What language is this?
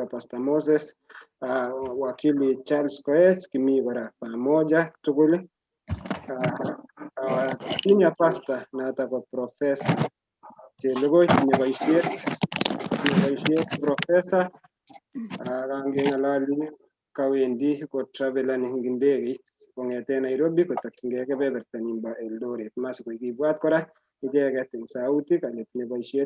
Kalenjin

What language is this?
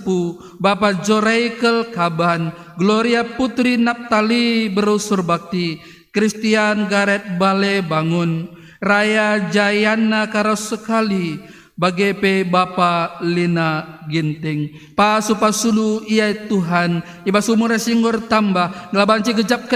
Batak Karo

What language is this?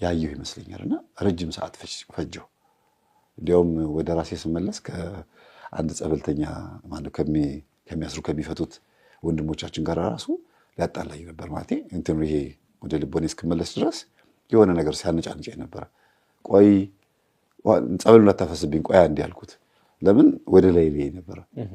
Amharic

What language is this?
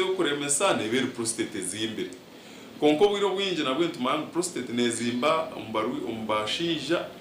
Nyankole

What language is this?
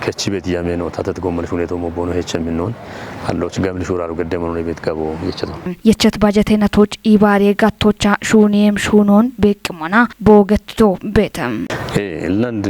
Kafa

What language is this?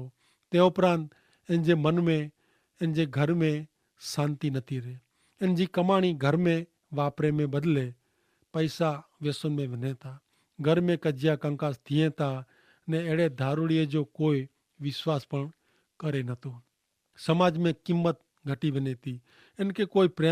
Kachhi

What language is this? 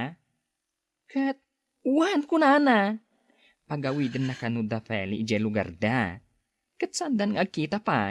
Iloko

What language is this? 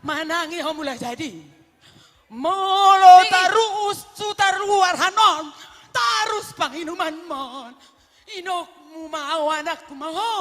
Batak Toba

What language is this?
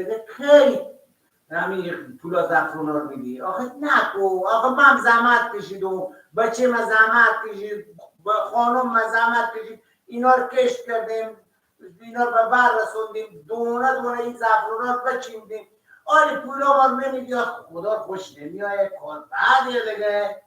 Persian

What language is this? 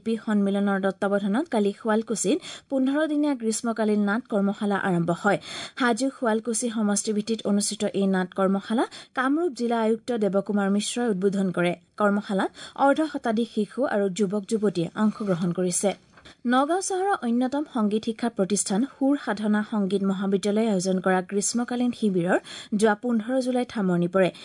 Assamese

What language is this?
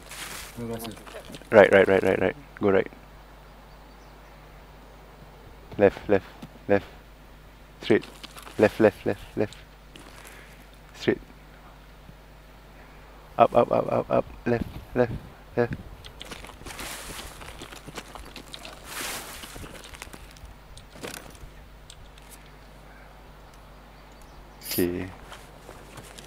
Malay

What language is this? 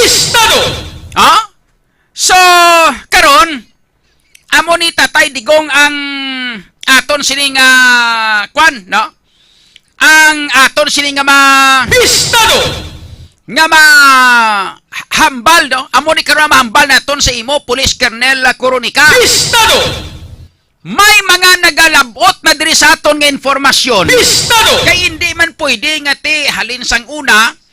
Hiligaynon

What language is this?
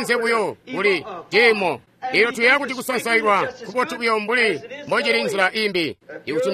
Tonga (Zambia)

